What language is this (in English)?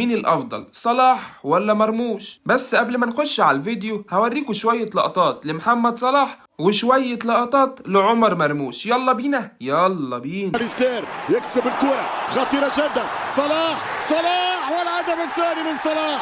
Egyptian Arabic